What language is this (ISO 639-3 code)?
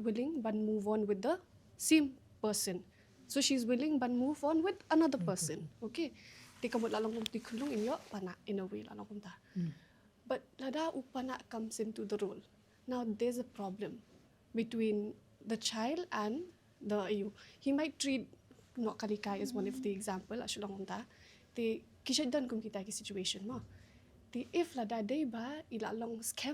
kha